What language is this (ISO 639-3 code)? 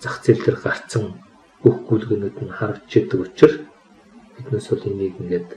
mon